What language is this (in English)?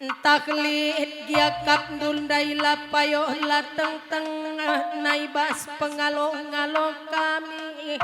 Batak Karo